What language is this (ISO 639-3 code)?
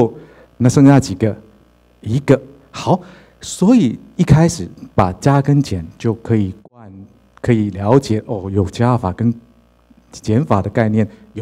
zho